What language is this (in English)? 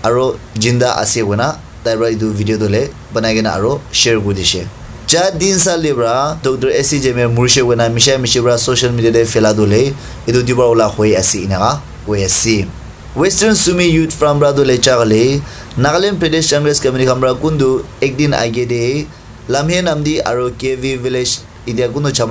Naga Pidgin